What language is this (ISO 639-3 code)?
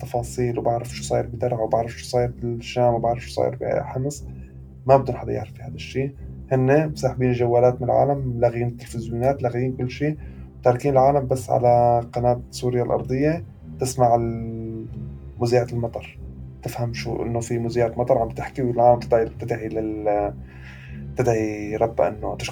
apc